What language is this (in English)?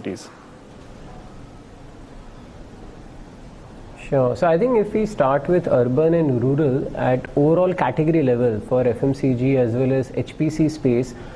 English